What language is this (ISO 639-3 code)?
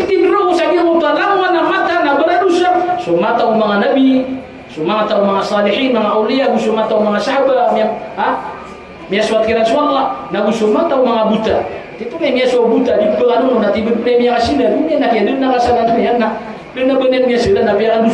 mrw